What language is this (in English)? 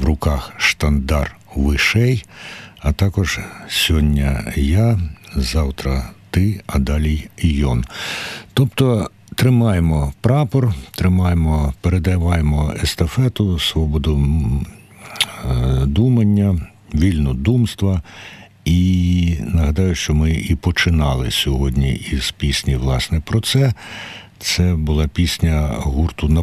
Ukrainian